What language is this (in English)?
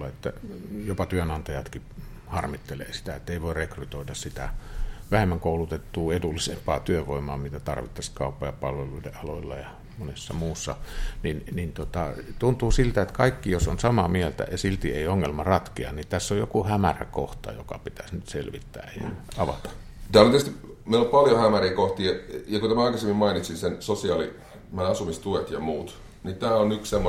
Finnish